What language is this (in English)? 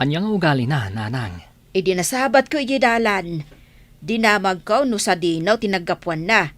Iloko